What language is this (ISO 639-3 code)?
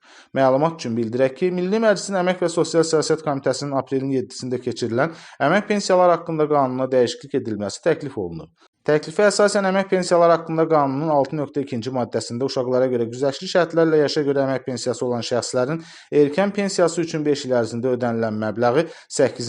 aze